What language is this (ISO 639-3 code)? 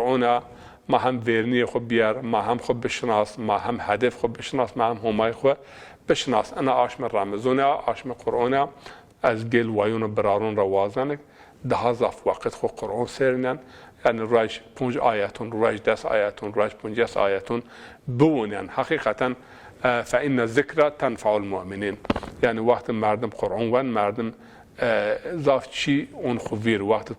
zza